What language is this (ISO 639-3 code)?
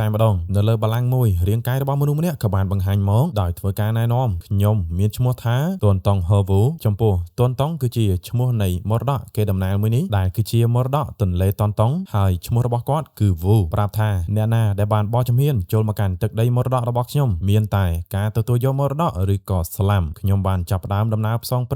khm